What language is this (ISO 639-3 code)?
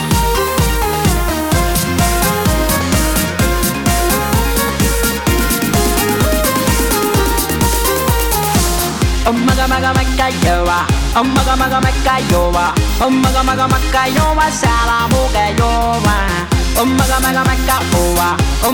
kan